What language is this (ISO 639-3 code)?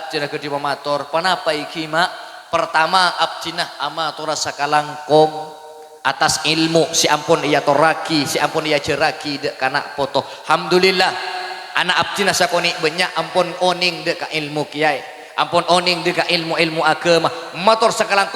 mad